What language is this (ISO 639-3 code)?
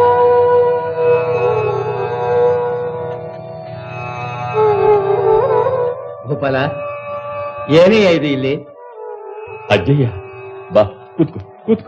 kan